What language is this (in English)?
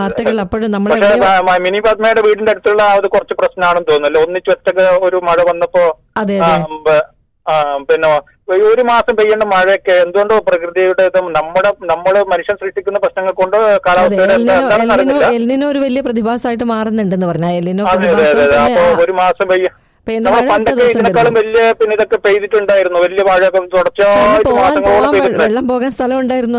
Malayalam